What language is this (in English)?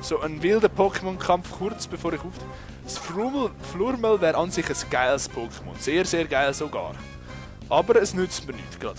Swiss German